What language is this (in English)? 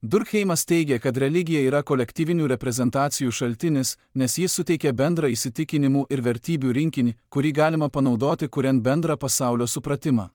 Lithuanian